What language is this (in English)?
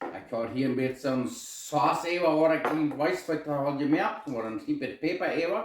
Plautdietsch